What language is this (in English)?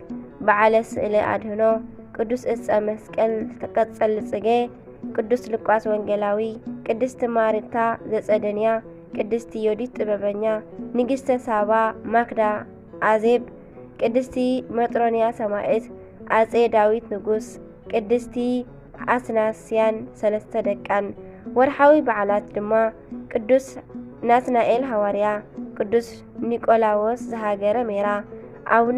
Tigrinya